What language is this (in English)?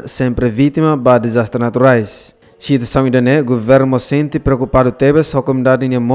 Tetum